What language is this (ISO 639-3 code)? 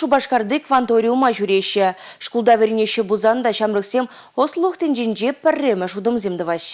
chv